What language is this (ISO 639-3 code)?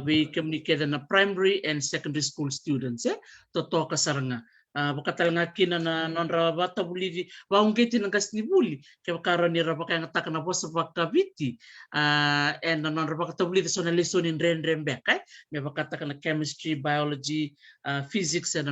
fij